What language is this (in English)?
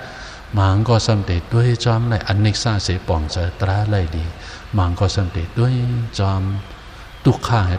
Shan